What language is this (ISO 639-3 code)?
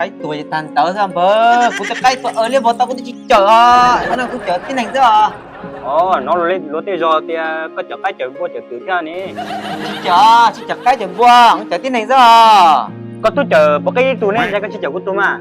hmn